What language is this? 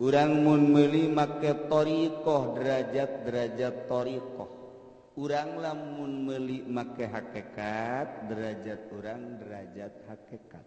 Sundanese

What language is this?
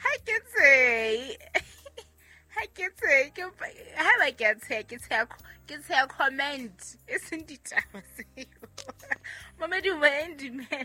Southern Sotho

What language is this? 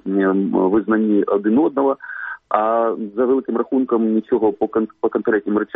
Ukrainian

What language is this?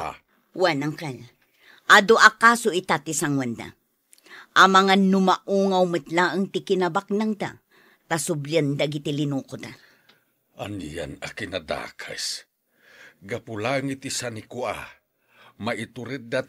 Iloko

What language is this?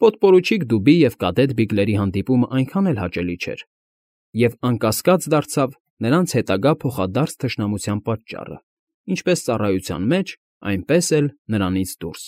Armenian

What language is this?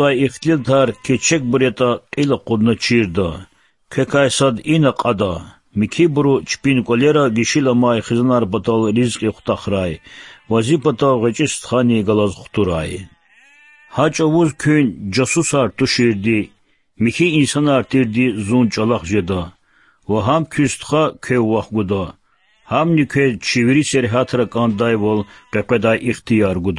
Lezghian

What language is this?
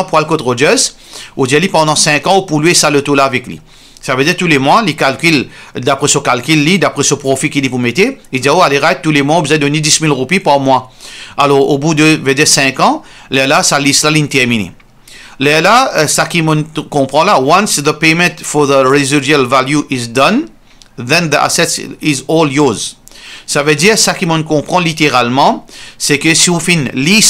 Morisyen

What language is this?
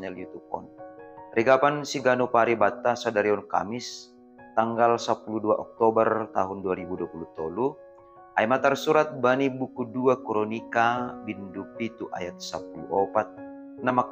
Batak Simalungun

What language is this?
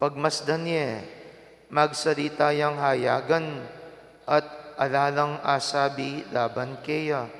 Pampanga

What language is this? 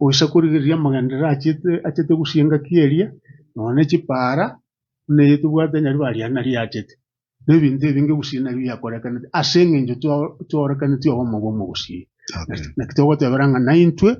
Gusii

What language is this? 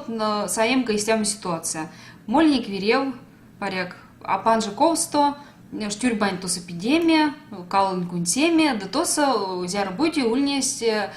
Erzya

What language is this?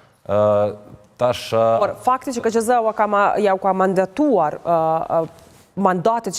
Albanian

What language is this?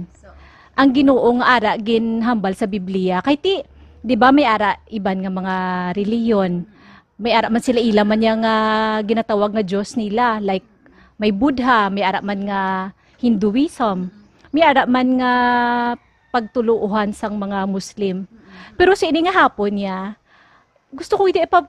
Hiligaynon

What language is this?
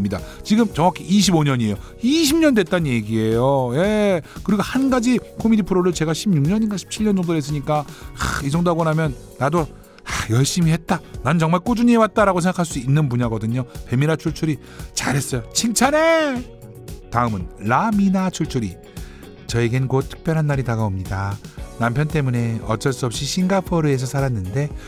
Korean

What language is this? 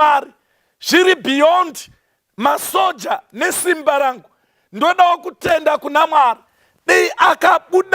Shona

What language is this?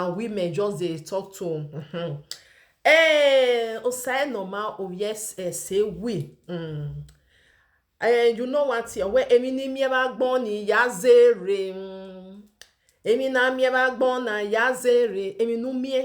Nigerian Pidgin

